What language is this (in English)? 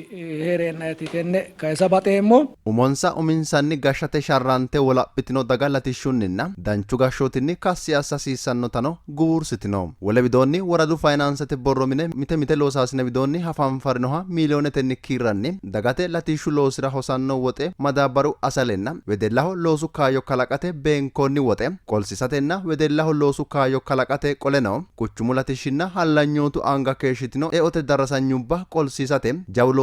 Sidamo